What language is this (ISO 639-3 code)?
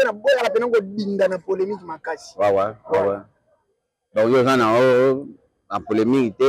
lin